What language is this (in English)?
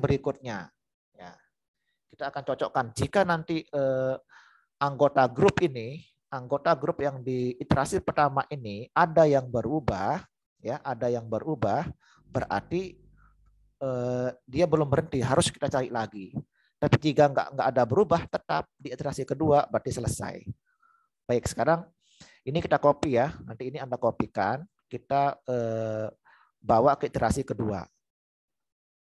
Indonesian